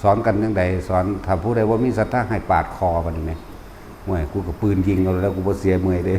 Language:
Northeastern Thai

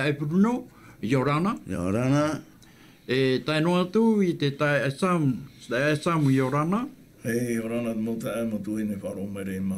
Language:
Tahitian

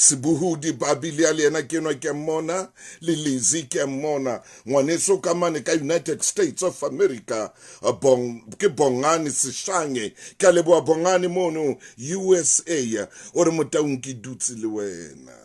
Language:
Southern Sotho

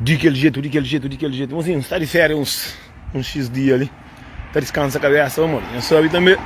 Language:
Kabuverdianu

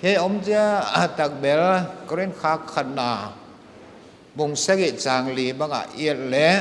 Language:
Paite Chin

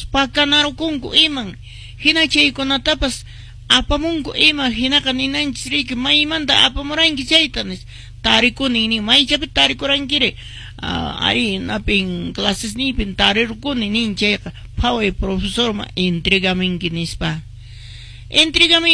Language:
Quechua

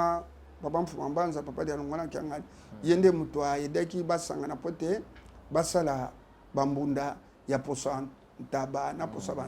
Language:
Lingala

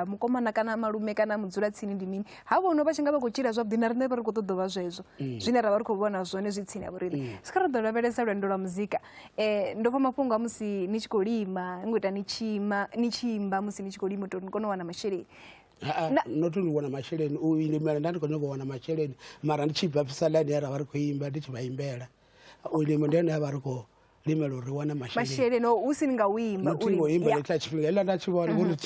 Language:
Venda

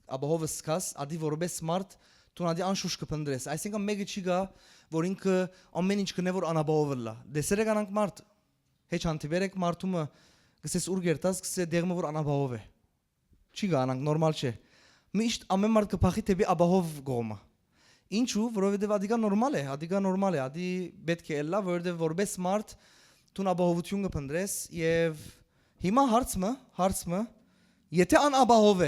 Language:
Western Armenian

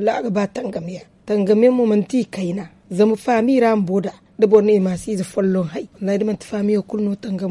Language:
Zarma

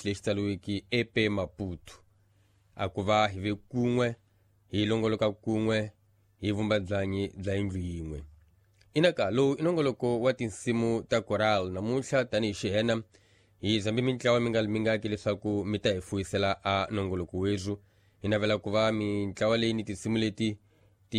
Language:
Tsonga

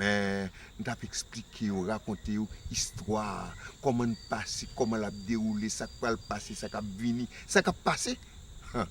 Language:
Haitian Creole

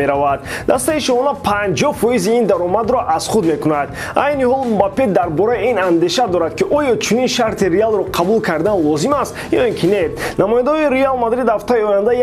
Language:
Tajik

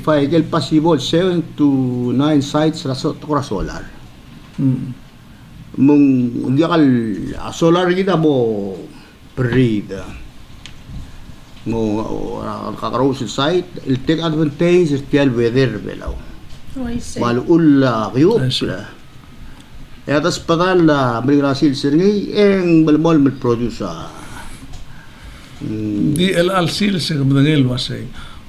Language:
Palauan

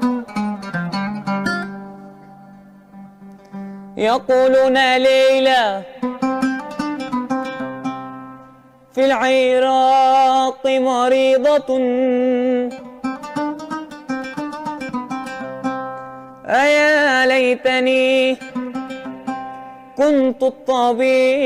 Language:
Arabic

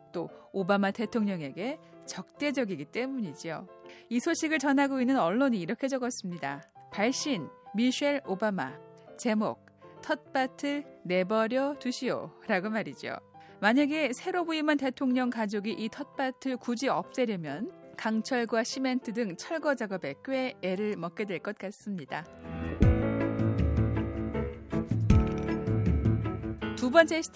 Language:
Korean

